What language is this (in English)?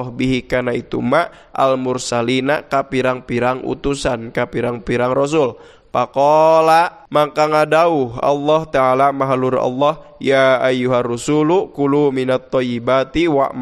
Sundanese